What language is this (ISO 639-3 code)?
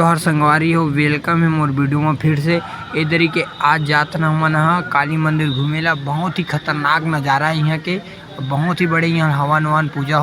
hne